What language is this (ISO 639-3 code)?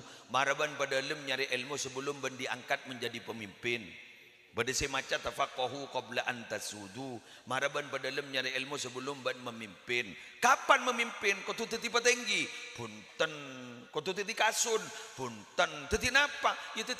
mad